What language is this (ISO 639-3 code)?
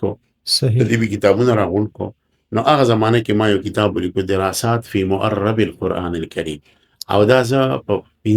pus